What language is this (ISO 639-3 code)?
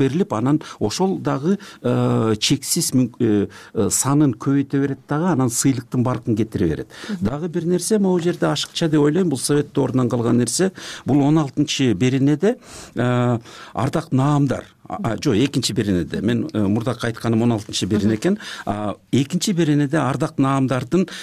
kir